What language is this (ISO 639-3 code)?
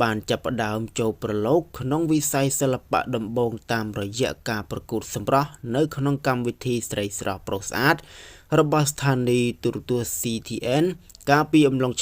khm